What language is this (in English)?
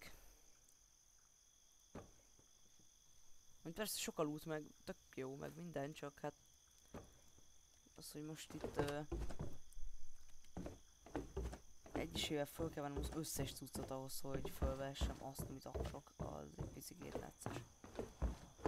Hungarian